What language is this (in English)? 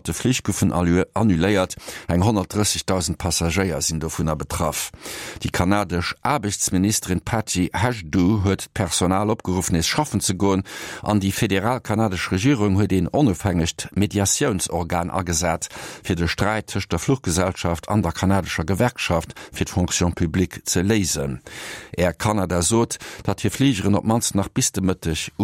Luxembourgish